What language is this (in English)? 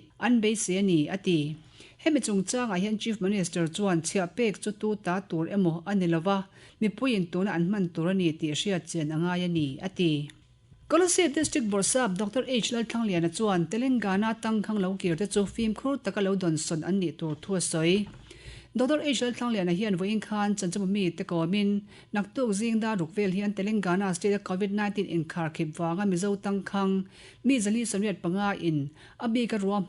Mizo